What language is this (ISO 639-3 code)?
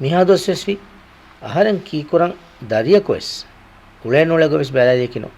div